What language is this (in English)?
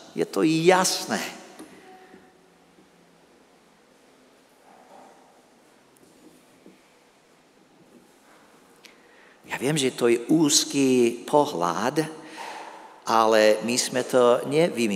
Slovak